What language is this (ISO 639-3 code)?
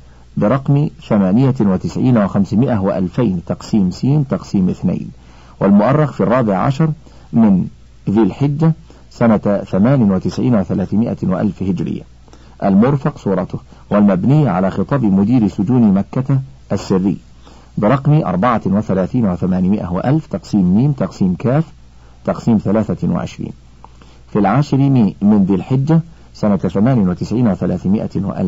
ara